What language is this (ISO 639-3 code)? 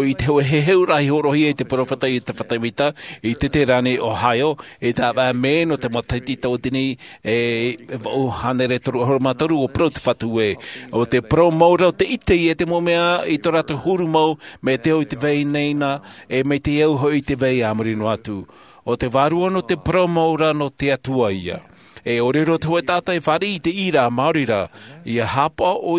tah